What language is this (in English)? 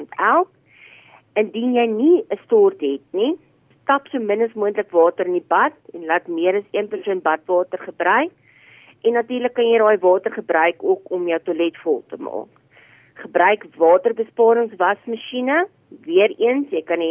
Afrikaans